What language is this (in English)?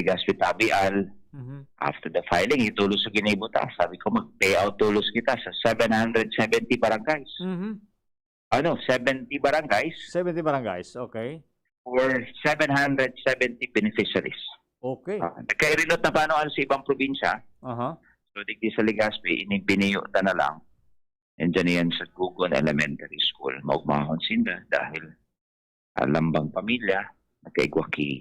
Bikol